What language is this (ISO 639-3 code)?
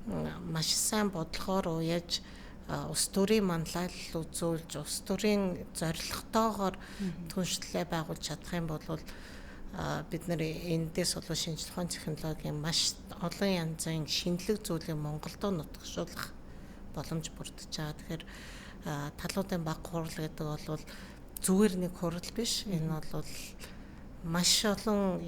mon